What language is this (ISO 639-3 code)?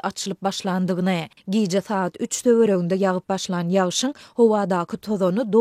tuk